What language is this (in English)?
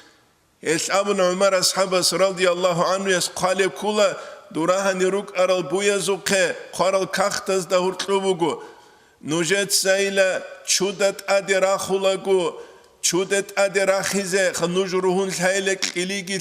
Avaric